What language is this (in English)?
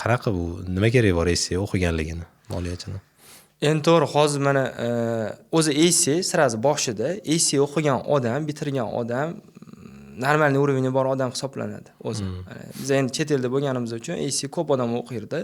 Uzbek